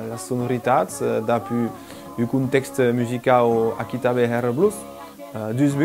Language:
Occitan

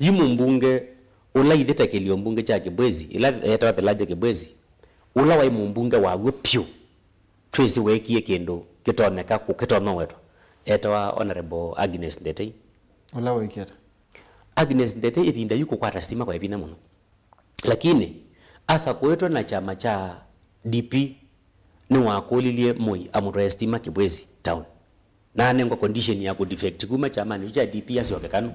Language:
Kamba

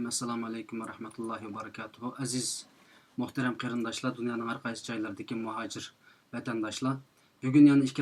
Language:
Uyghur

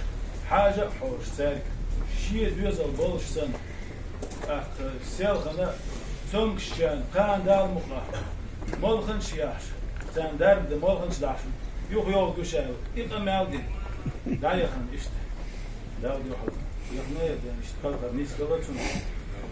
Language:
Ingush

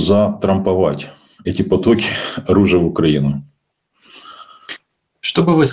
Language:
Russian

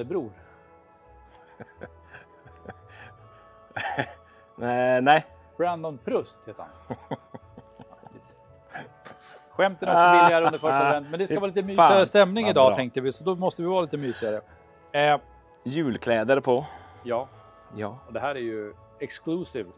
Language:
Swedish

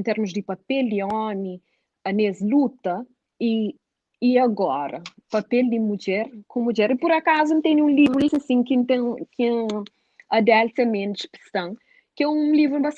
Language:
Kabuverdianu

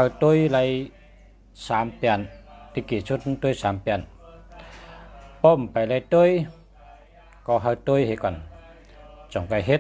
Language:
Shan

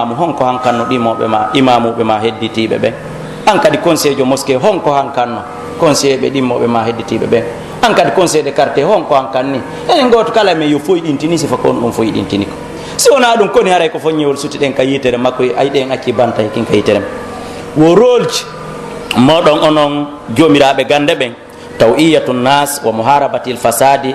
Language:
Pular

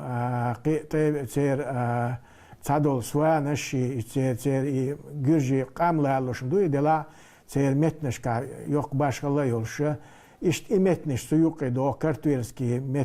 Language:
Chechen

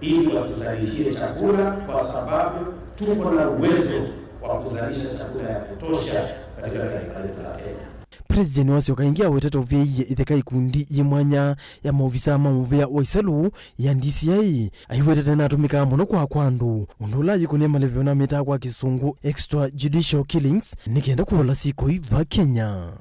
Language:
Kamba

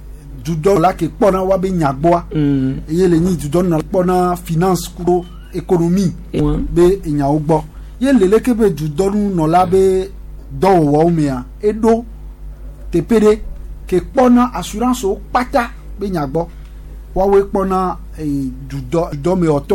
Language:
Gen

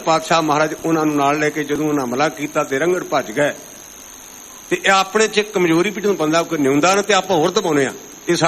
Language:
Punjabi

